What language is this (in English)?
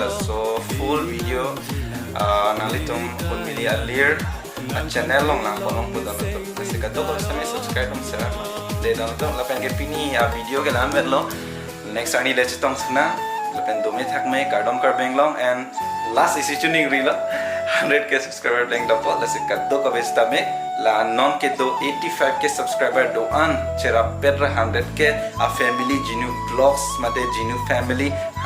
Karbi